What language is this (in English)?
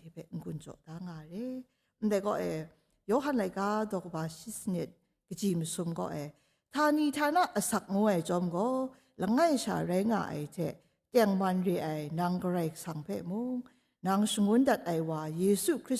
Kachin